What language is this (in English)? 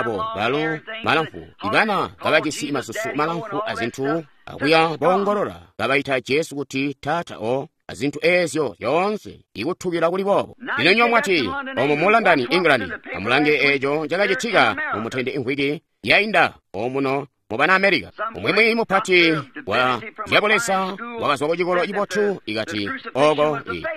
Tonga (Zambia)